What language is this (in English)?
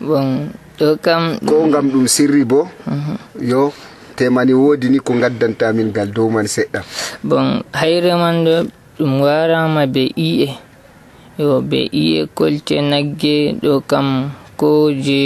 Nigerian Fulfulde